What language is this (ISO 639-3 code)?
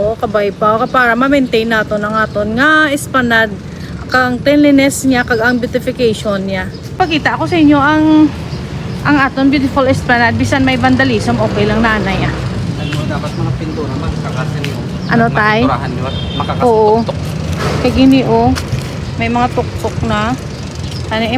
hil